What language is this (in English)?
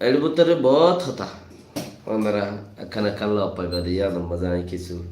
Rohingya